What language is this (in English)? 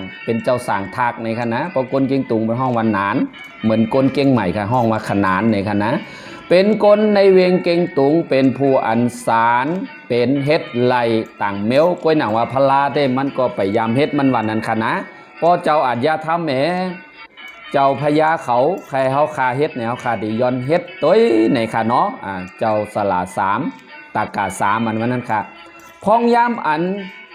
Shan